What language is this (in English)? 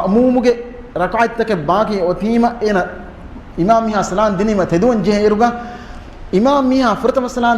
Divehi